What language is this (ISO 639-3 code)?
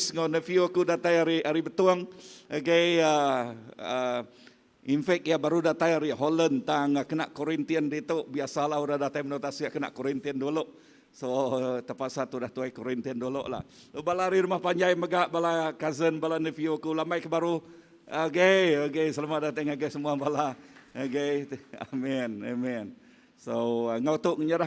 iba